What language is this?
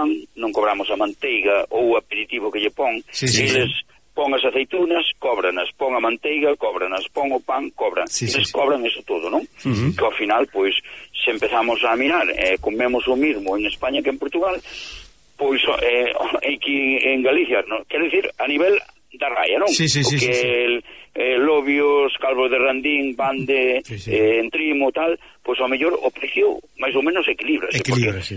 Galician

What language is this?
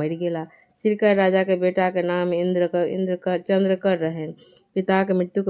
Maithili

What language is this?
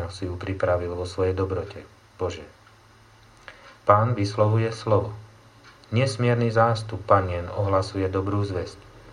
Slovak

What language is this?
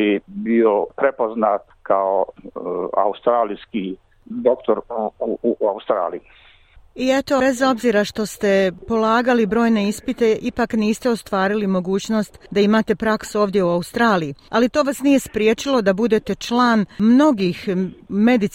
Bosnian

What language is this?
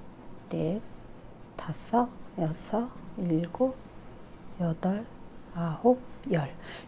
Korean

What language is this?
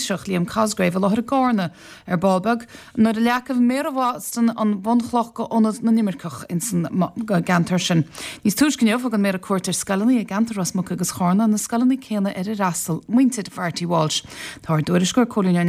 Irish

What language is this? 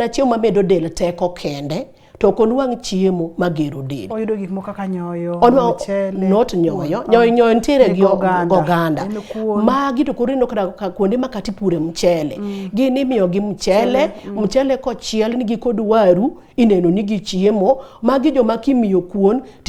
Luo (Kenya and Tanzania)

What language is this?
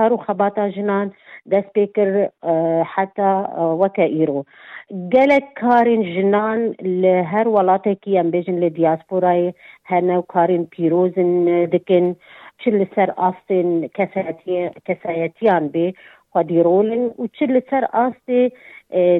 Kurdish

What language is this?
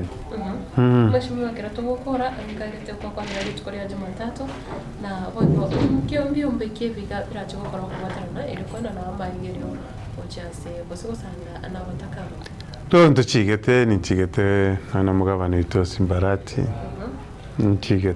Gusii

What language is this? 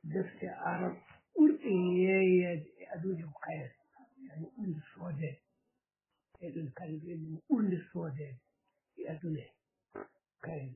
Fula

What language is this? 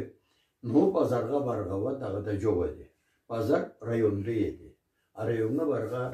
Karachay-Balkar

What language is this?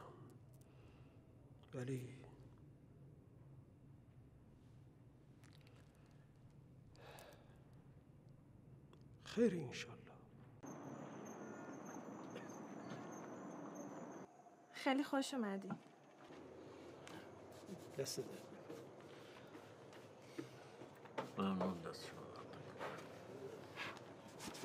Persian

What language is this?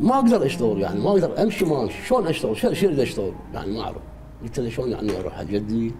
Mesopotamian Arabic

